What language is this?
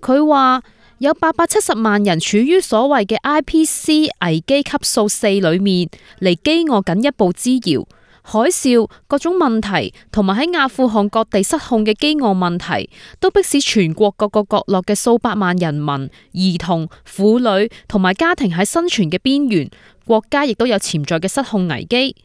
Cantonese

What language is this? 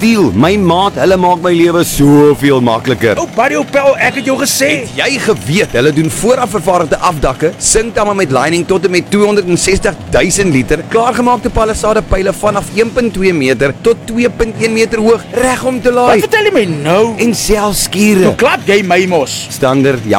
Afrikaans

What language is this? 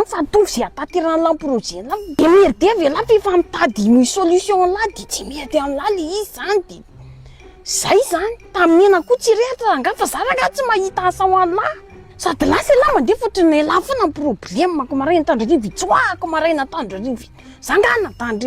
Malagasy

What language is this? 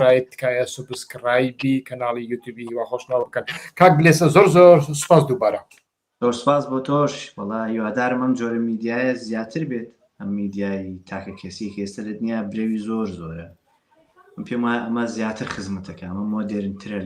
Central Kurdish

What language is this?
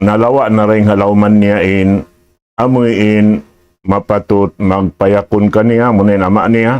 Tausug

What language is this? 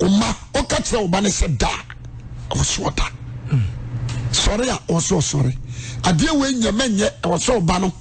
Akan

